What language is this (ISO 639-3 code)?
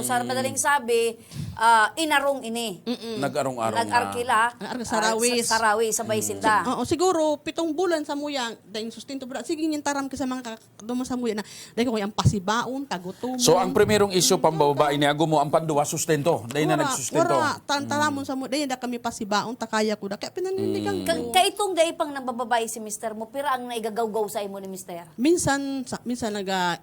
bik